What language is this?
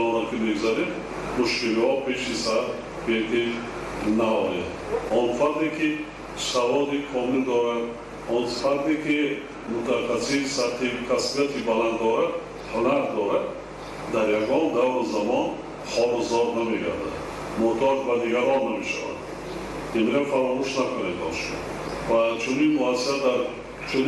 Tajik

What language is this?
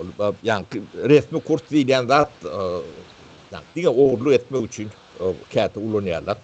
Turkmen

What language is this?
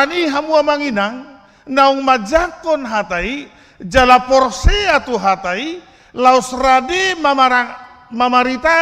Batak Toba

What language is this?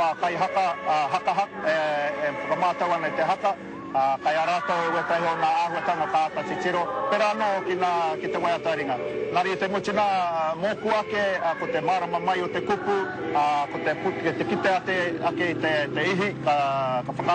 Māori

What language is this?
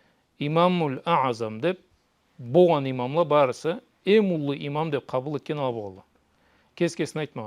Karachay-Balkar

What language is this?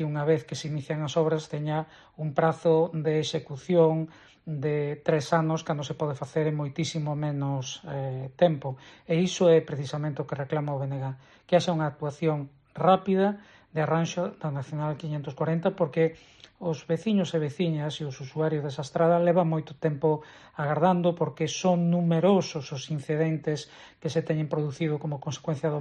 Galician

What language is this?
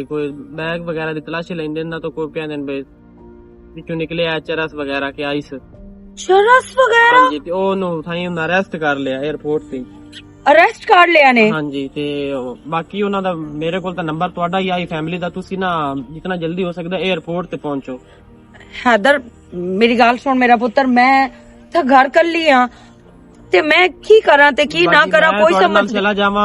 Western Panjabi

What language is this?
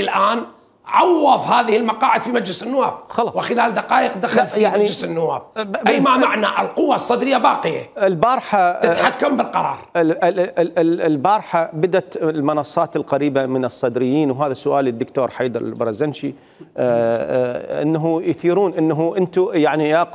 Mesopotamian Arabic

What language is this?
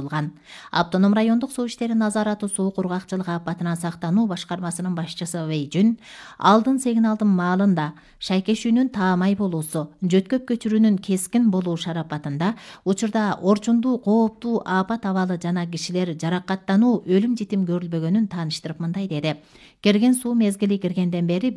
Kyrgyz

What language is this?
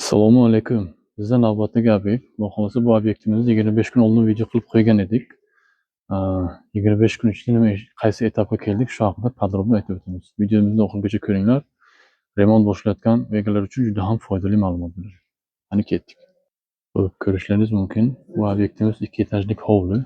Uzbek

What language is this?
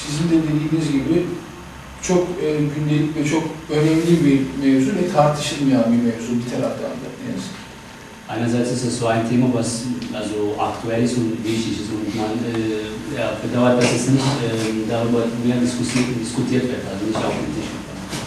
Kurdish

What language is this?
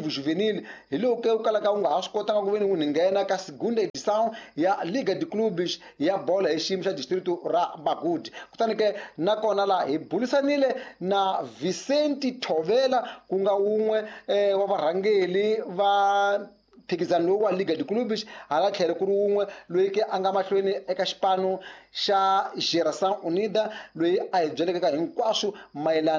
Tsonga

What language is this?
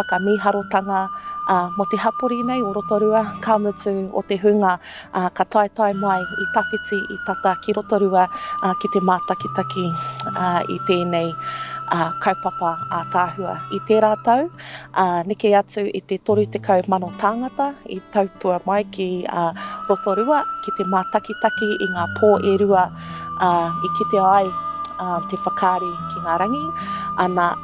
Māori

